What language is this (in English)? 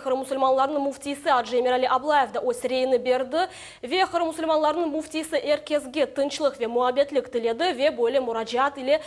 Crimean Tatar